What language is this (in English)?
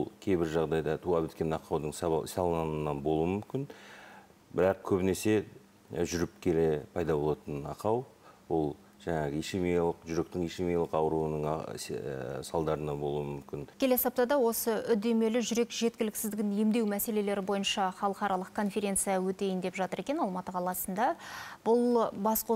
Kazakh